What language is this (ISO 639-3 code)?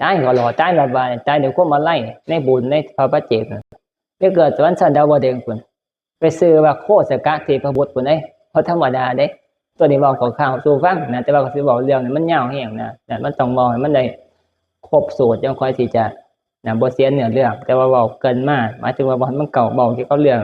tts